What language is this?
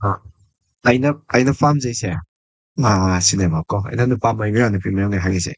Manipuri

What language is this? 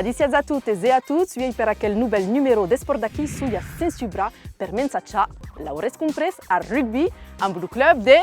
Occitan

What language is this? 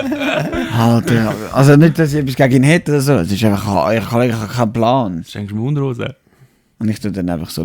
Swiss German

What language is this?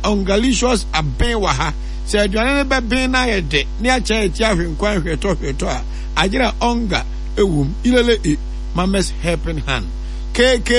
Akan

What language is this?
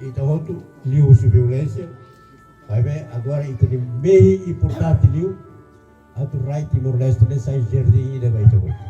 Tetum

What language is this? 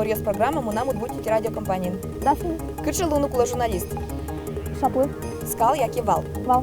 Udmurt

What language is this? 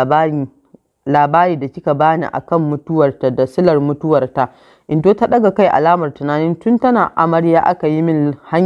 Hausa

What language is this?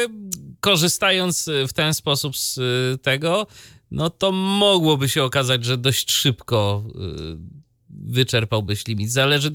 Polish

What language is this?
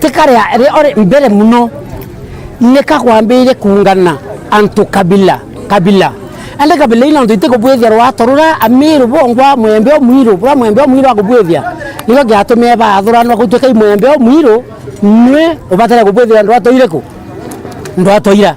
Meru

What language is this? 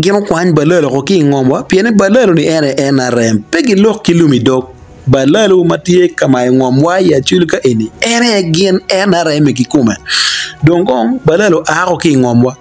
Acoli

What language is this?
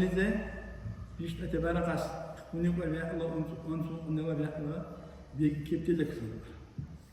Dargwa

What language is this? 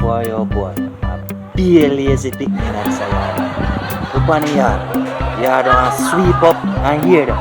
Jamaican Creole English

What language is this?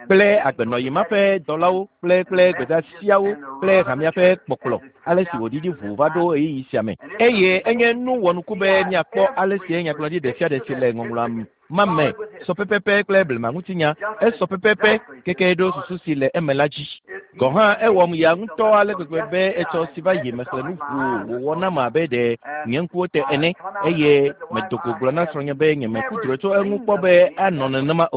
Ewe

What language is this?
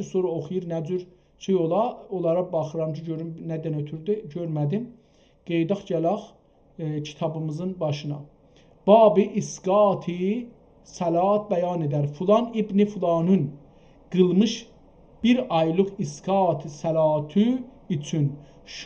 South Azerbaijani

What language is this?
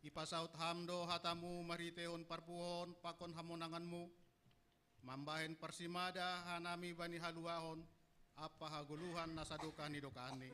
Batak Simalungun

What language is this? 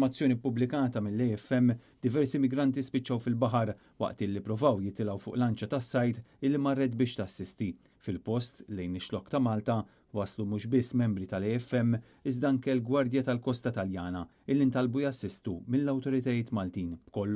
Maltese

